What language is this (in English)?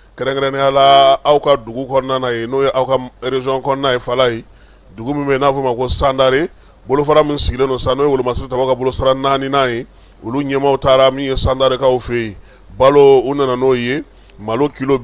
Bambara